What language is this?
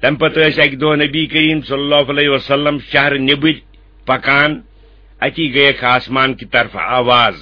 Kashmiri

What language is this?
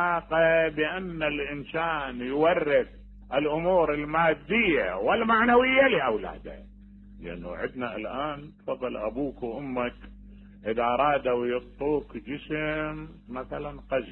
Mesopotamian Arabic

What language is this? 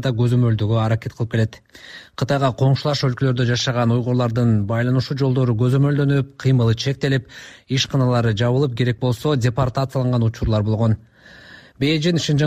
Kyrgyz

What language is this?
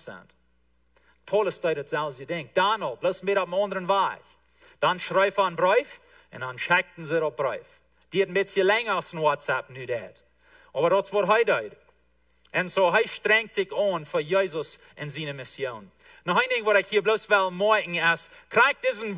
Plautdietsch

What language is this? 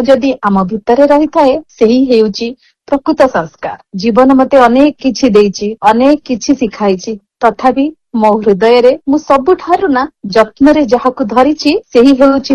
Odia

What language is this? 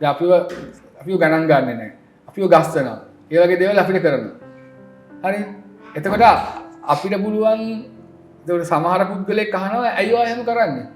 Sinhala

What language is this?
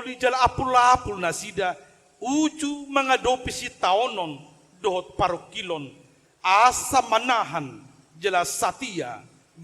Batak Toba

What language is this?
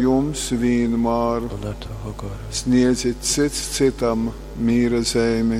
Latgalian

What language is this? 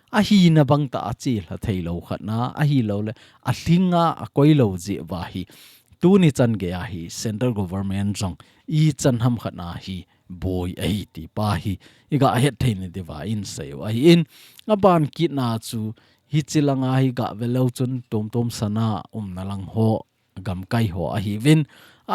Thado Chin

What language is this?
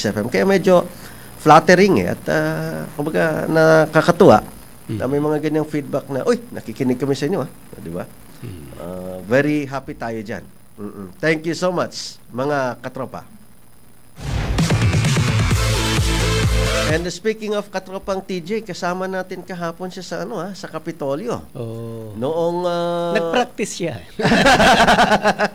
Filipino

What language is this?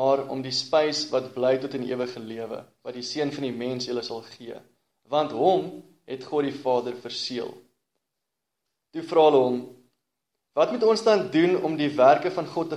Afrikaans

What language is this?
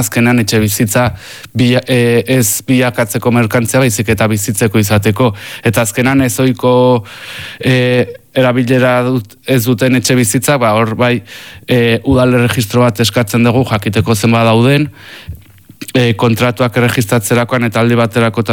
Basque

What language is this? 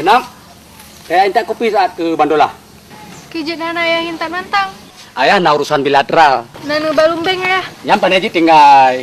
Achinese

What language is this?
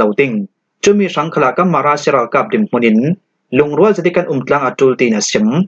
Falam Chin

